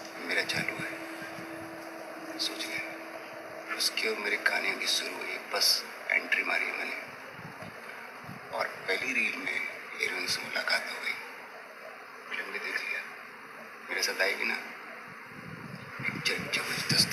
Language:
Hindi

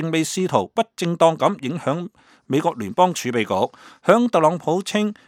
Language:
Cantonese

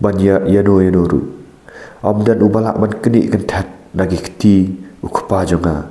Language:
Khasi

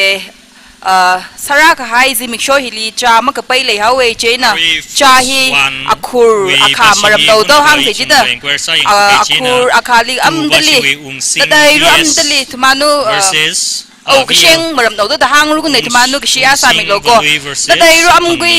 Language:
Tangkhul Naga (India)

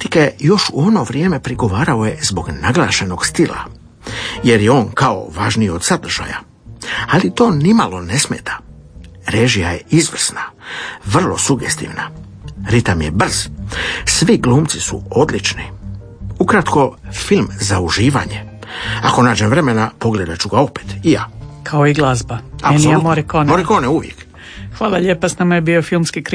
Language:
Croatian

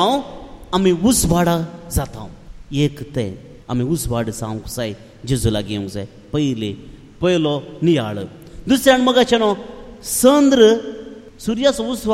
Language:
Konkani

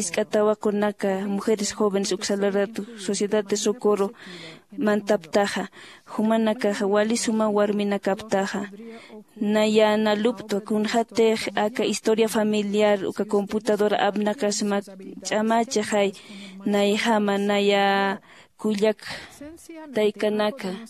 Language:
Aymara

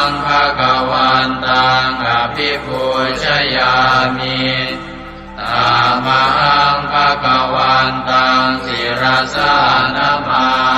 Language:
Pali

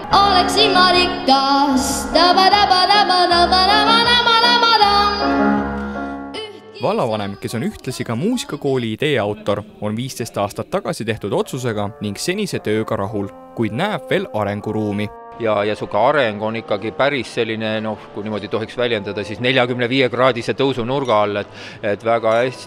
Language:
Estonian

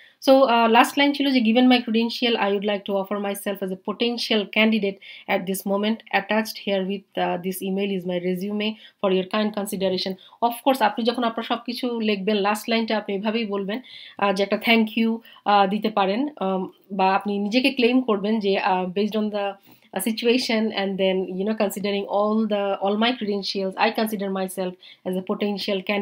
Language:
Bangla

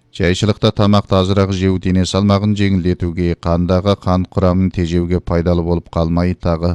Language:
Kazakh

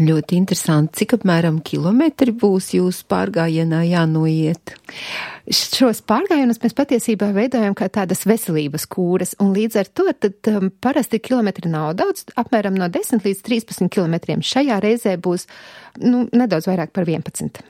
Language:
Latvian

